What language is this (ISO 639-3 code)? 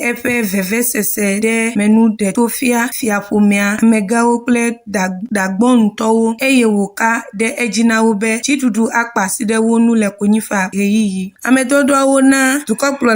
ewe